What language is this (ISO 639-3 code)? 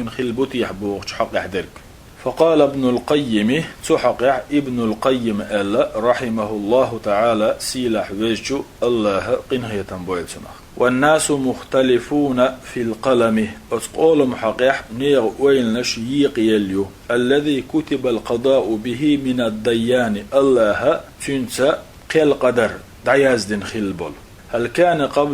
che